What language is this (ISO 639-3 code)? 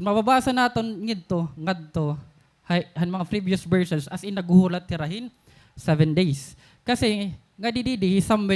war